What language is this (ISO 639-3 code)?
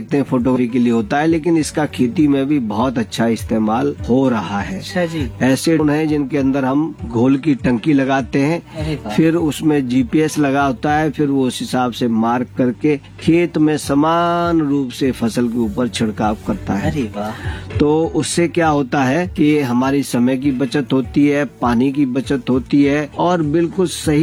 hin